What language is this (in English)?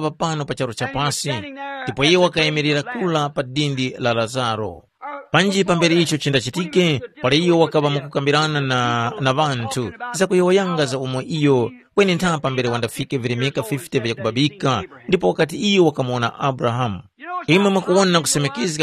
Tumbuka